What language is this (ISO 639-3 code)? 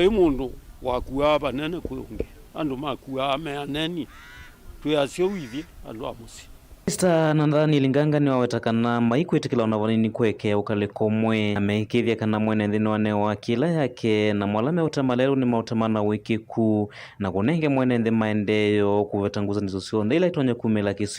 kam